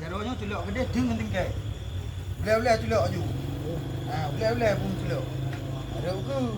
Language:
Achinese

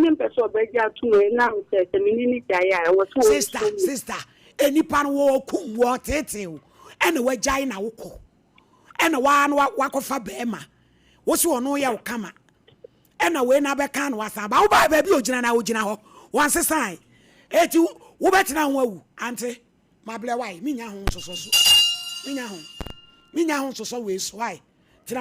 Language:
Akan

